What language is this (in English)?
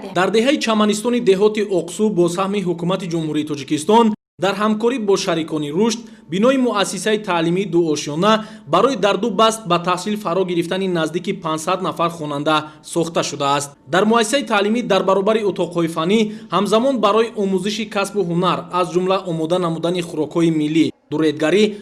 Tajik